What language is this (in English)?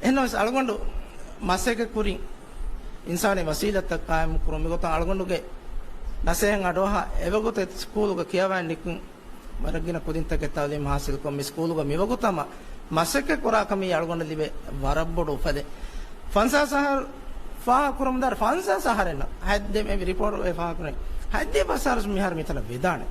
Divehi